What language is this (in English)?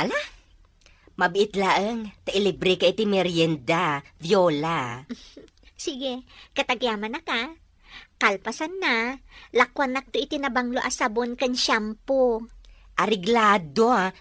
Iloko